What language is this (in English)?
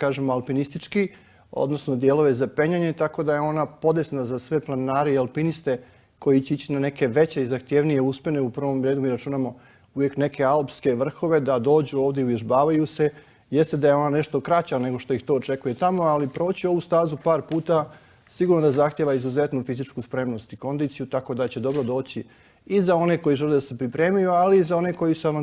Bosnian